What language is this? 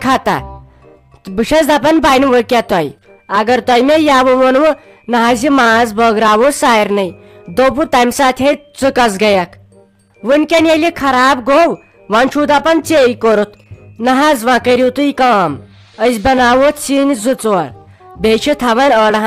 Kashmiri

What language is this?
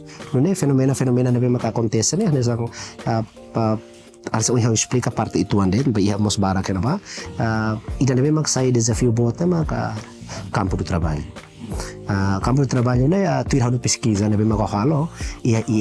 Tetum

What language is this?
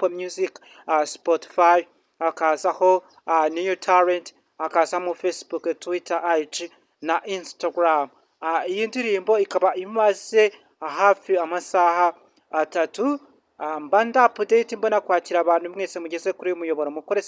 Kinyarwanda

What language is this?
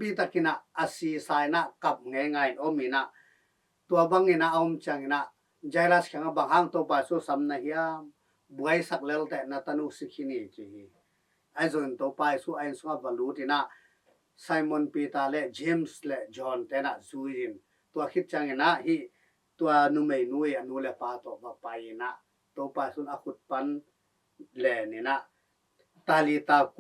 Tedim Chin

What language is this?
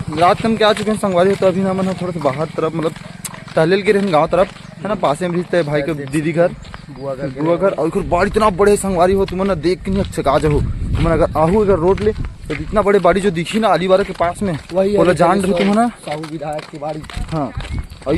Chhattisgarhi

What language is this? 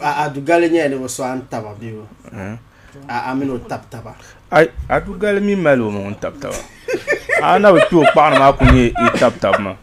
Dagbani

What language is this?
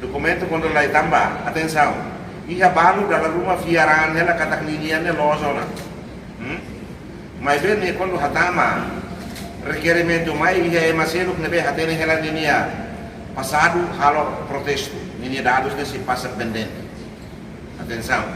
Tetum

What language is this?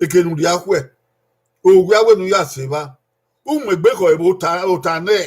Bini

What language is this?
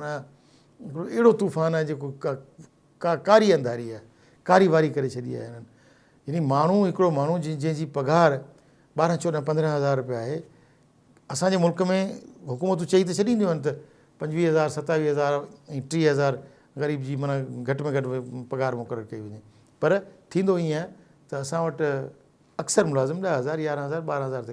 Sindhi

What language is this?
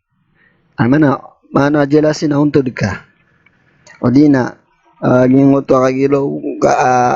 Maranao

